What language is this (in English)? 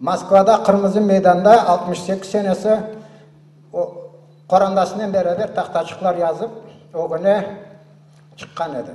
Crimean Tatar